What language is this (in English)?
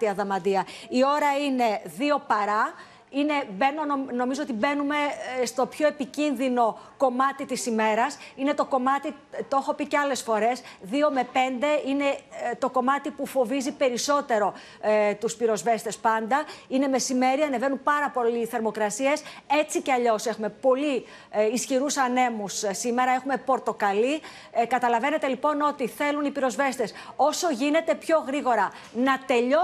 Greek